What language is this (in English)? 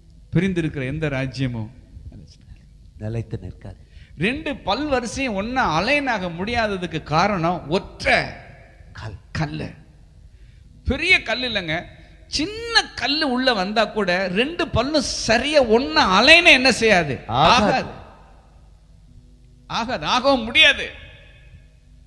Tamil